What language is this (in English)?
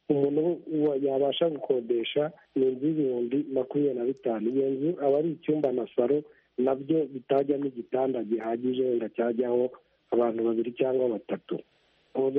Kinyarwanda